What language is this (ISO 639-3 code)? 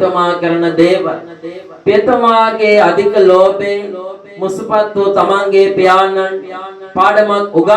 sin